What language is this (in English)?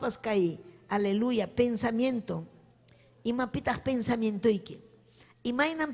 Ayacucho Quechua